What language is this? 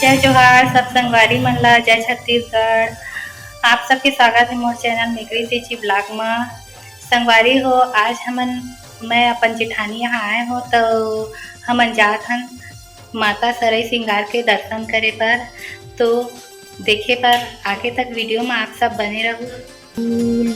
Chhattisgarhi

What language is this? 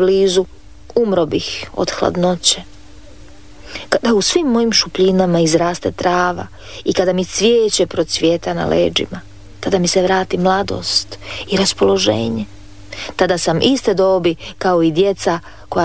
Croatian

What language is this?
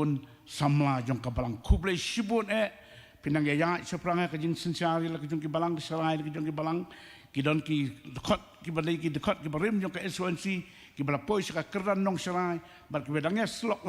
Khasi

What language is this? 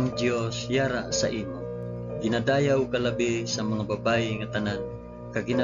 Hiligaynon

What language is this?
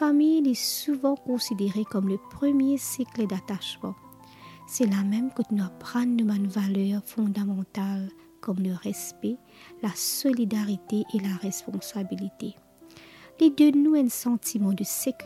Morisyen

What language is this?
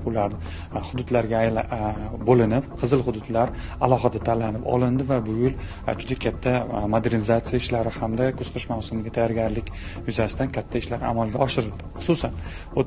Uzbek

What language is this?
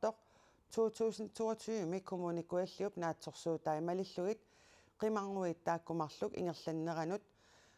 Kalaallisut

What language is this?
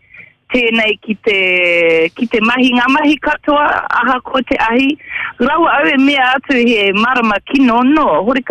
Māori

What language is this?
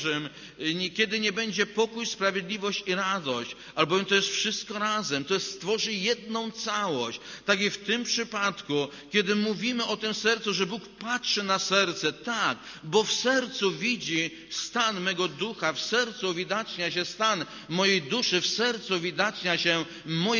Polish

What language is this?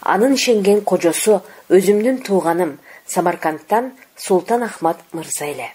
Kyrgyz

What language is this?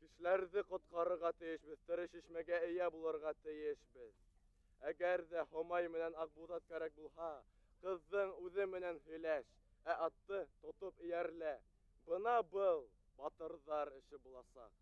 Bashkir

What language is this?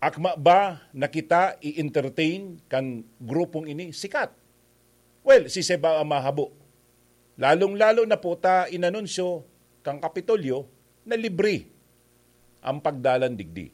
Bikol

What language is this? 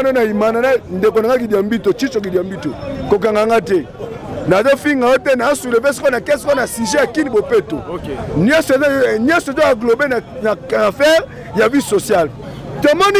Lingala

